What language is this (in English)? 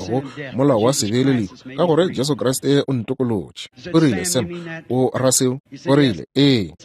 Northern Sotho